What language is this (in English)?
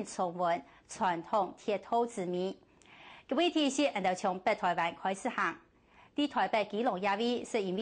Hakka Chinese